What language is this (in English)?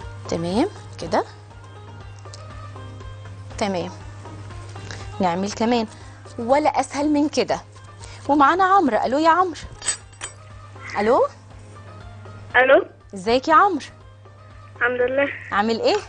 Egyptian Arabic